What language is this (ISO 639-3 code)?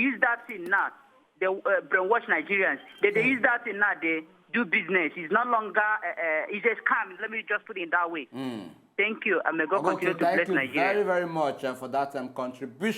pcm